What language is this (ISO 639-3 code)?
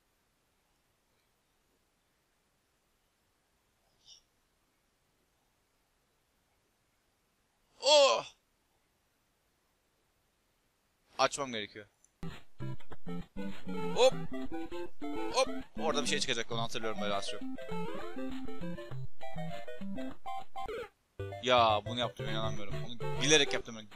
tur